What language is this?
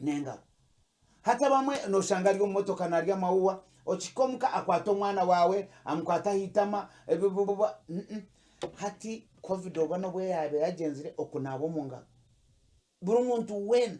Nyankole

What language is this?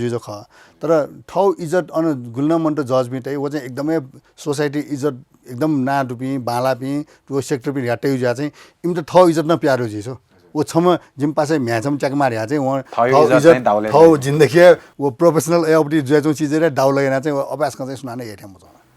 Newari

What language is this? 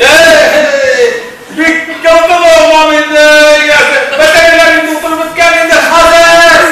Tatar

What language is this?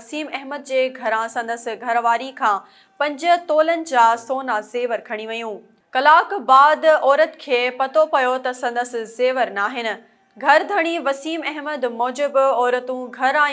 Sindhi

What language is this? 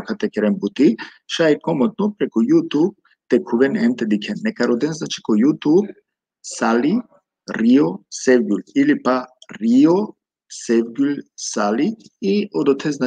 Balkan Romani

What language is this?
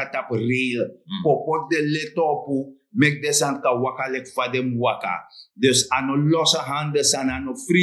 Sranan Tongo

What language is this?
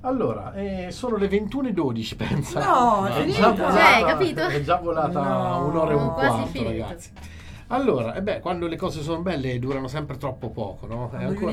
Italian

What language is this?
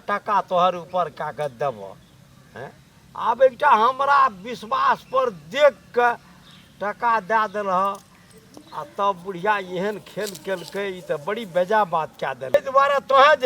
Maithili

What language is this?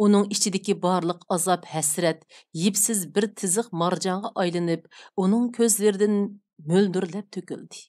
Uyghur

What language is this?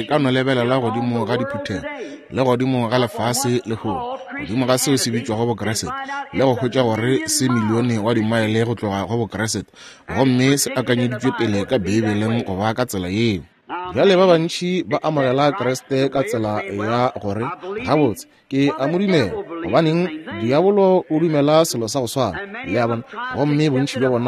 Northern Sotho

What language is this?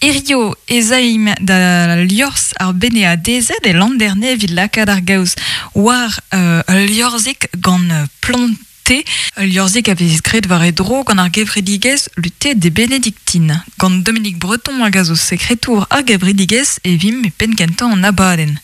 Breton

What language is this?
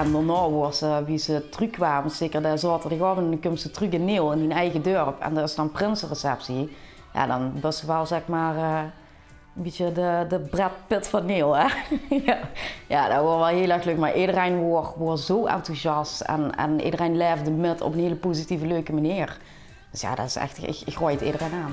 Limburgish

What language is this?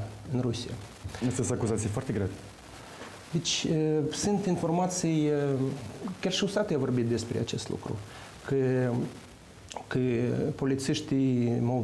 Romanian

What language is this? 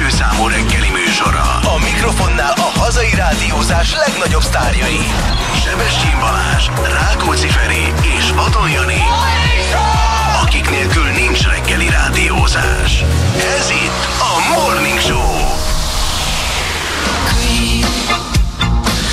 Hungarian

